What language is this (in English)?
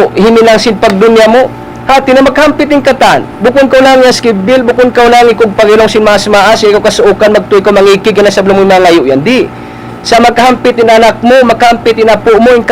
Tausug